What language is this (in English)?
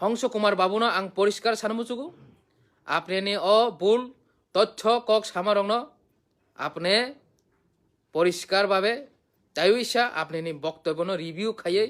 Kok Borok